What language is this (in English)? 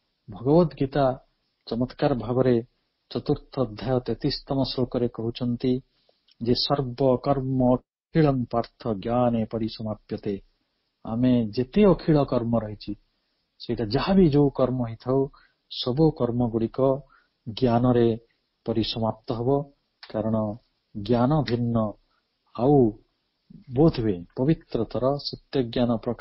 Odia